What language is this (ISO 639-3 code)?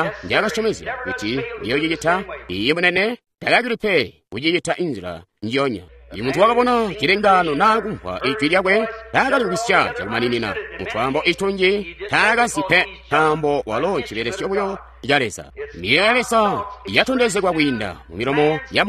toi